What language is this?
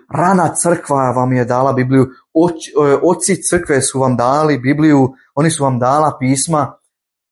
Croatian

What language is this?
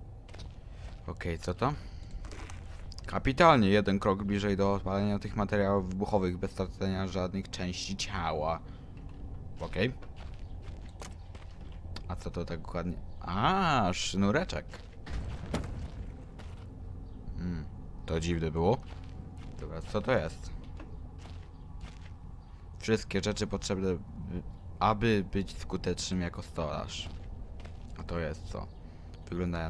Polish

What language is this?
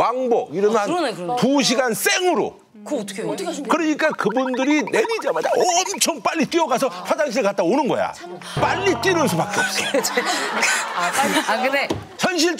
Korean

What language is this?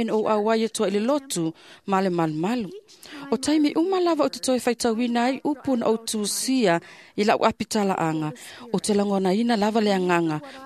Samoan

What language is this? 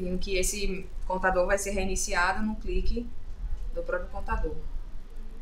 Portuguese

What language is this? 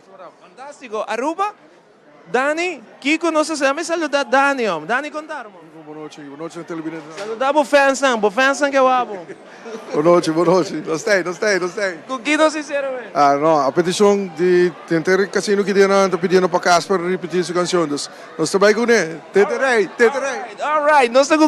Papiamento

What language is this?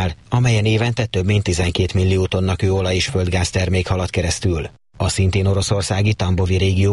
Hungarian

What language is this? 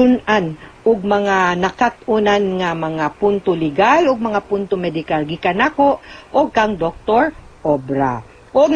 Cebuano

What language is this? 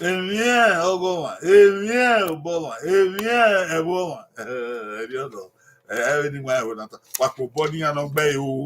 Bini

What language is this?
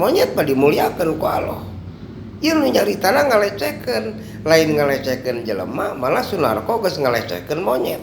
Sundanese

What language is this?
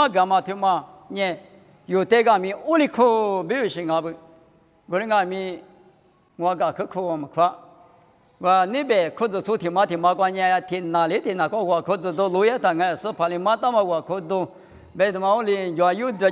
Lisu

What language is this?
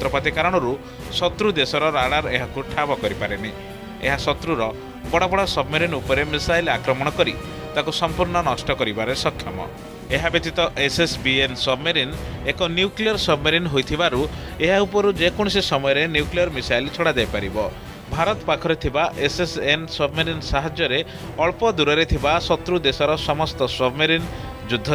Odia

